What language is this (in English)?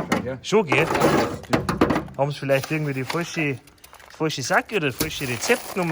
Bavarian